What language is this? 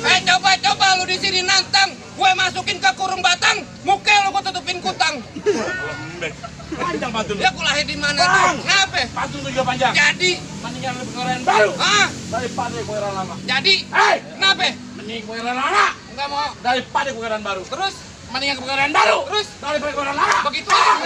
Betawi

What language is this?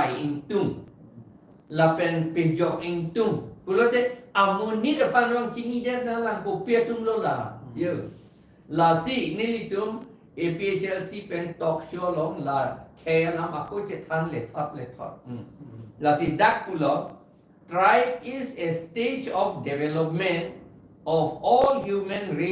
Karbi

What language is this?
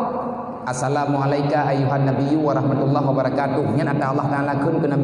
Achinese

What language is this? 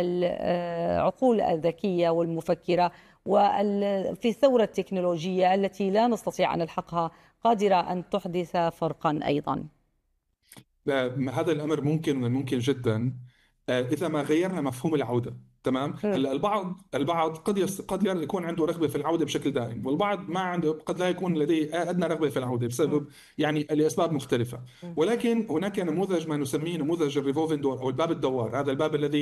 Arabic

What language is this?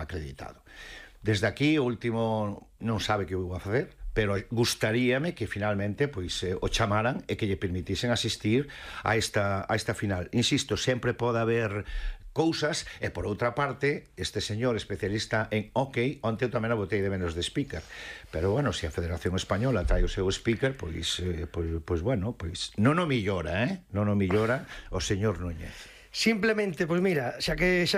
Galician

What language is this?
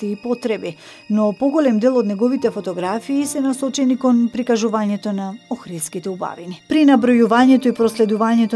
Macedonian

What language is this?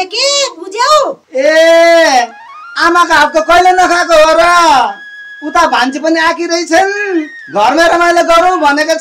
Nepali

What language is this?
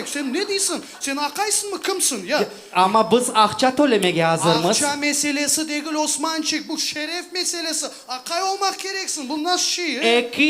Crimean Tatar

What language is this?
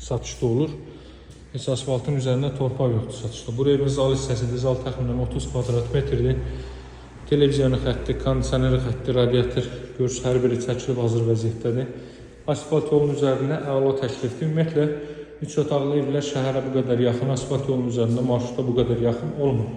Azerbaijani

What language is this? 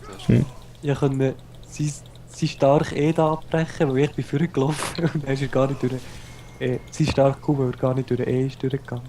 Swiss German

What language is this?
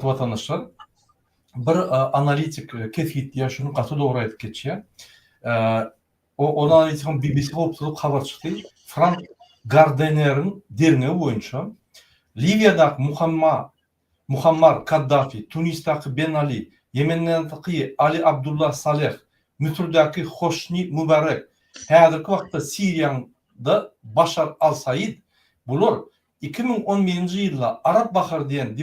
Turkmen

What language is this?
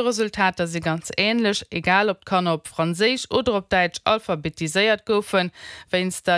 Luxembourgish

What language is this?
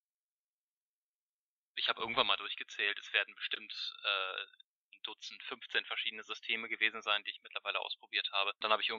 German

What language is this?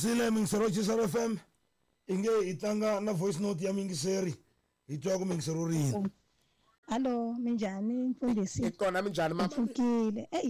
Tsonga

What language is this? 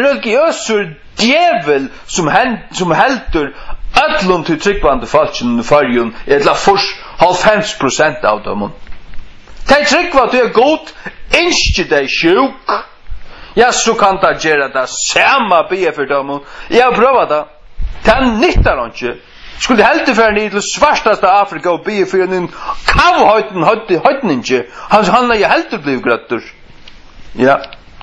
Faroese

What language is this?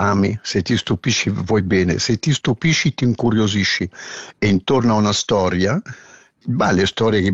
Italian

